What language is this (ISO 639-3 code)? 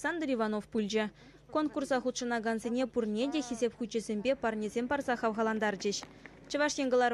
chv